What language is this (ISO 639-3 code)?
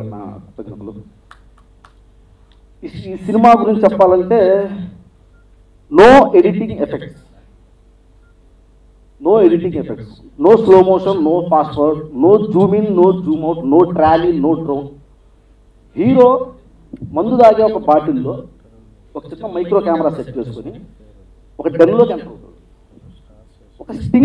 tel